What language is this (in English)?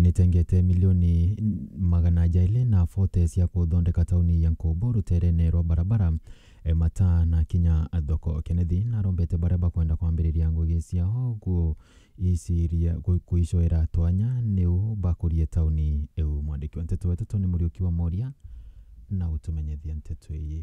Meru